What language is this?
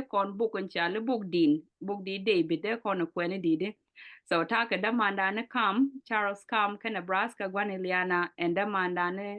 Nuer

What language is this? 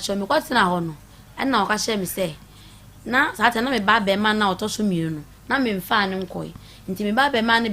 Akan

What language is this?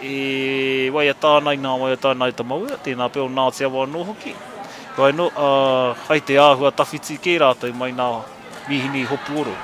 Māori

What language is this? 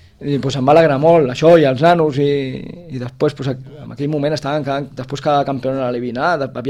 Catalan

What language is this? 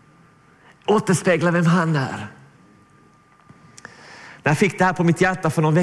Swedish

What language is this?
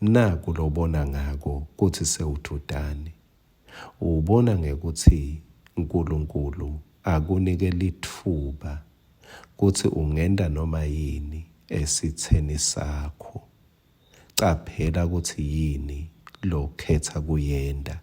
Swati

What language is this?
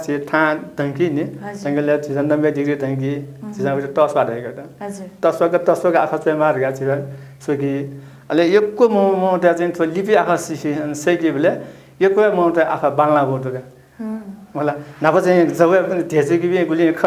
Newari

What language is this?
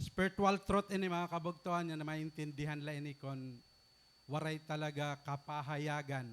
Waray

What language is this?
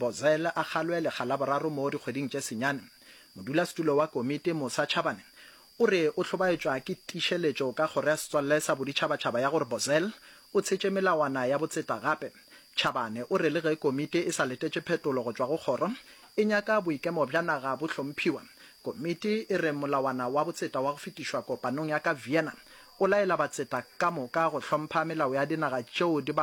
Northern Sotho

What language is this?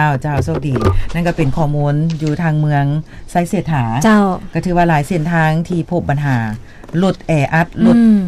Lao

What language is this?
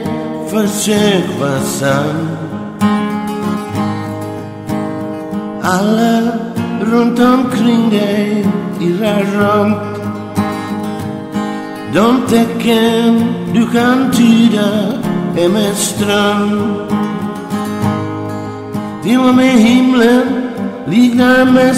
Swedish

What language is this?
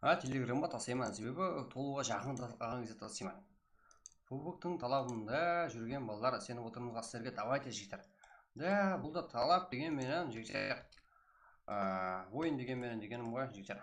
Kara-Kalpak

